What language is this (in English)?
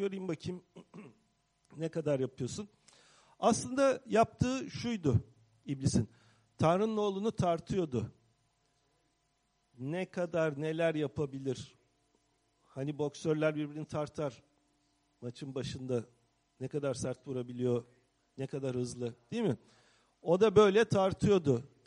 Turkish